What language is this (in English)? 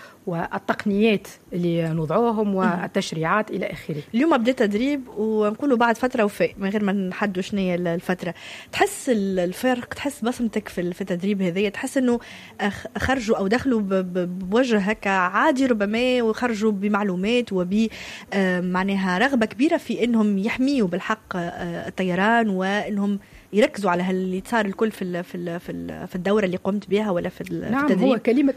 Tunisian Arabic